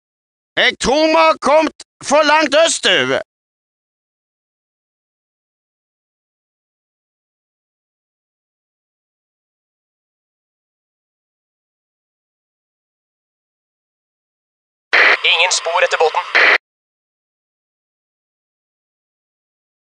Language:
Norwegian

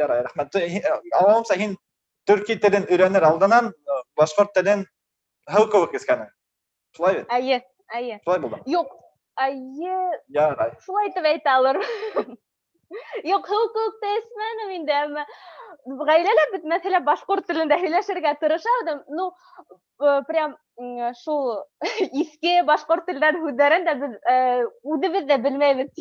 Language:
Bashkir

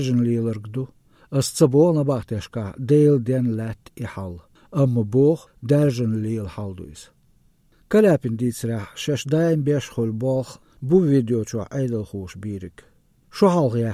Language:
Chechen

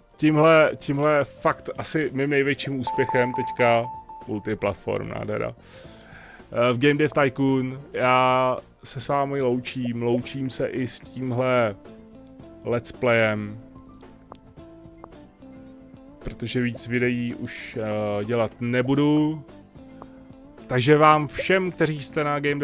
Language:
Czech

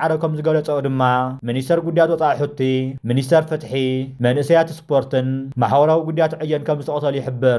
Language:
Tigrinya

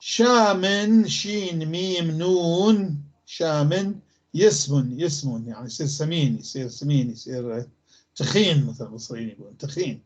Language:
North Levantine Arabic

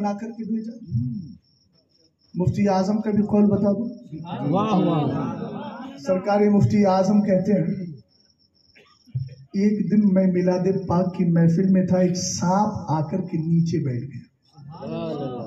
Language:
Urdu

